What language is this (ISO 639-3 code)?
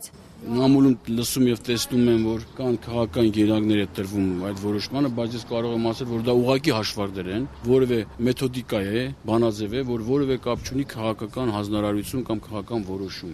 hye